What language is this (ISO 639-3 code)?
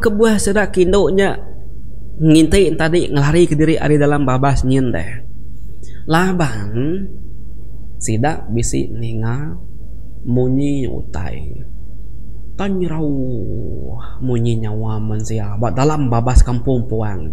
iba